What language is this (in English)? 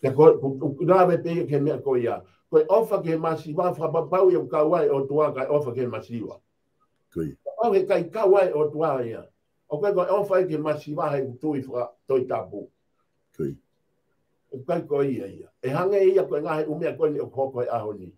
Tongan